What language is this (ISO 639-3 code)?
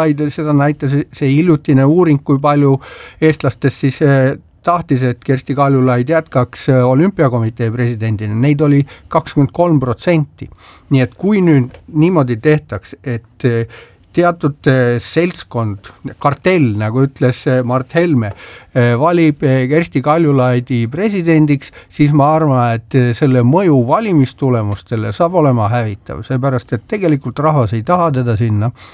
est